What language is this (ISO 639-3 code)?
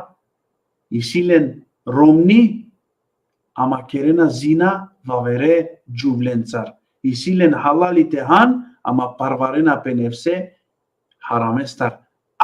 rmn